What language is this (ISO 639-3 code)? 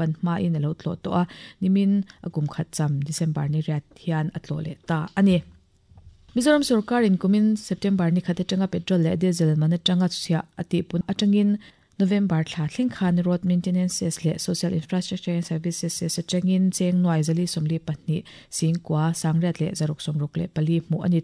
lus